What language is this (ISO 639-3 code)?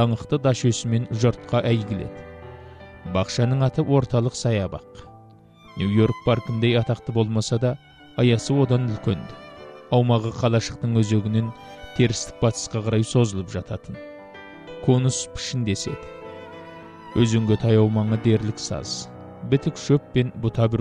kaz